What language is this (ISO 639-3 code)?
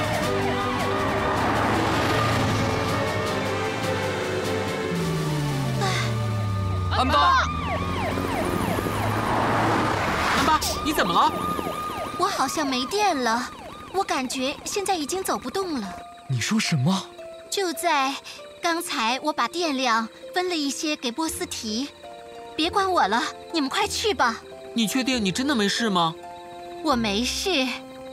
zho